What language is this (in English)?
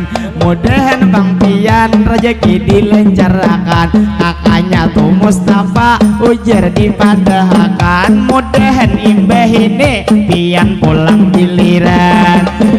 Banjar